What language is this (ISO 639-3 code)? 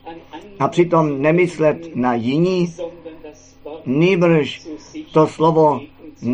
ces